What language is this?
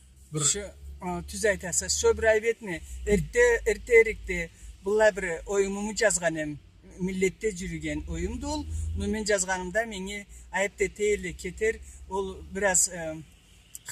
Karachay-Balkar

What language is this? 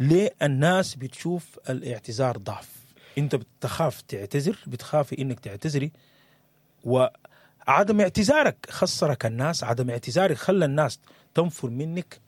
Sudanese Arabic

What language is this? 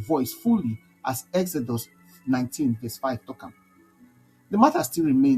Nigerian Pidgin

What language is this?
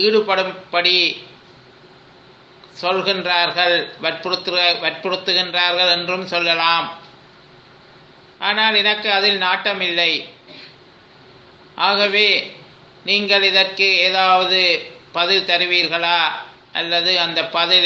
Tamil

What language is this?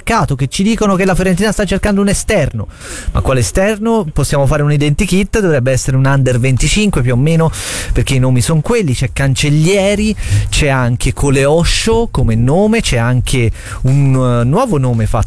Italian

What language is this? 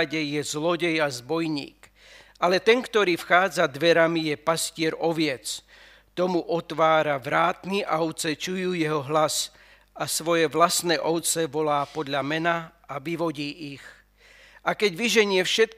Slovak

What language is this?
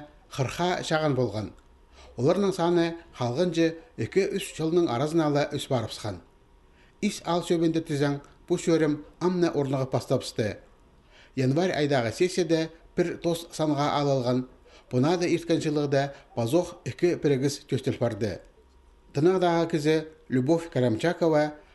Khakas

